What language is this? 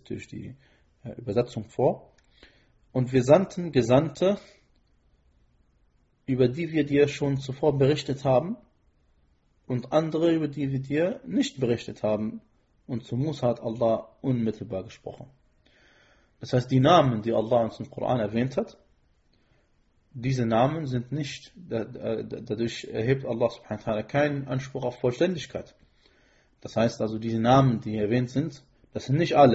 German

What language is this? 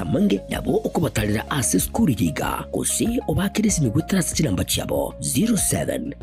Gusii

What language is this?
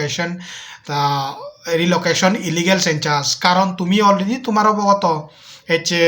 Chakma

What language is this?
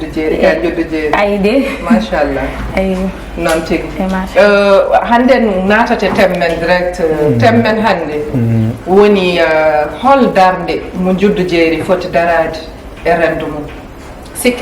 Fula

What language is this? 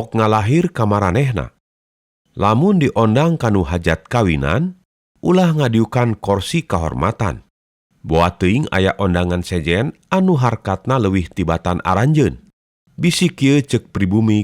Sundanese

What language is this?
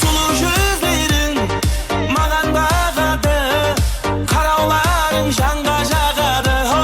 Kara-Kalpak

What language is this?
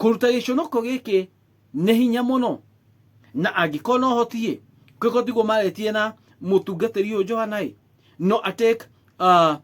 Kikuyu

